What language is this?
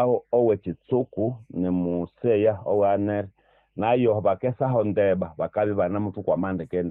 Nande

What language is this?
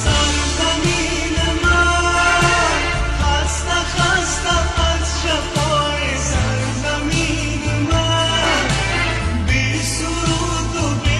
Tajik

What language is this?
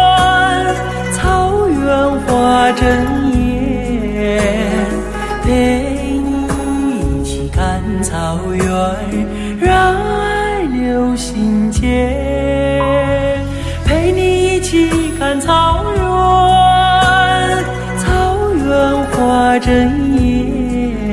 Chinese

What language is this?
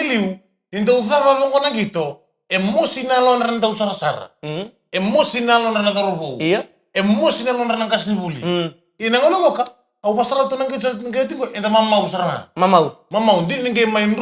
Fijian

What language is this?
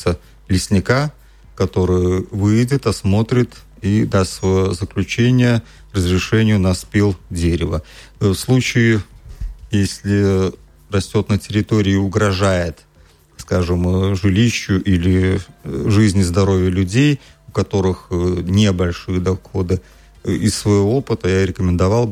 Russian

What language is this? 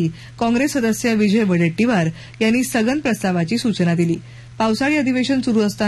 Marathi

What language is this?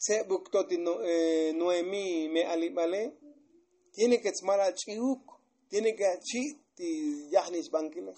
Tzotzil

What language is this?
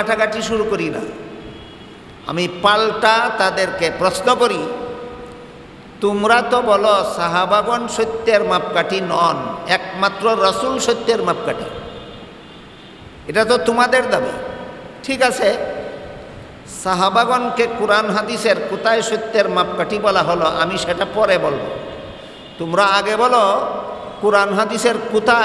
Bangla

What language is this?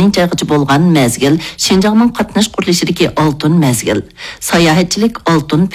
Uyghur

